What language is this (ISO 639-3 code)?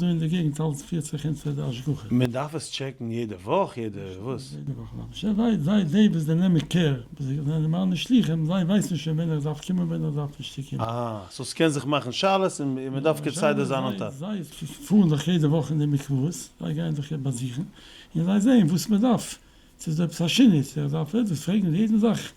yid